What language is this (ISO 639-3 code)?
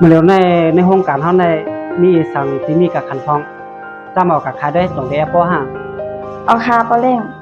shn